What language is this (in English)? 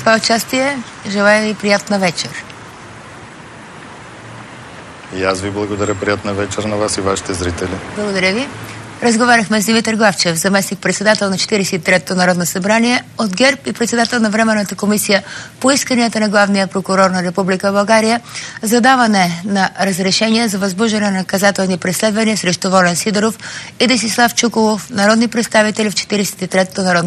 Bulgarian